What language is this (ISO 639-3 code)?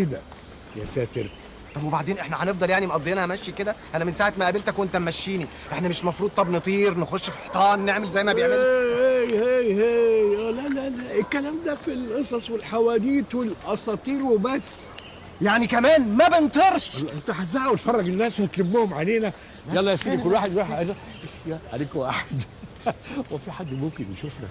arz